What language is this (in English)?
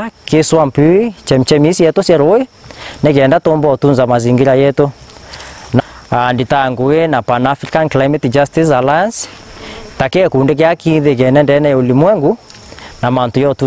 Meru